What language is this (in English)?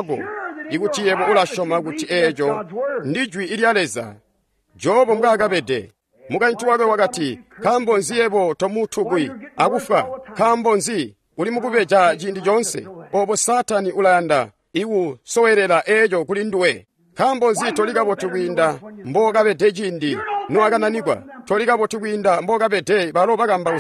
Tonga (Zambia)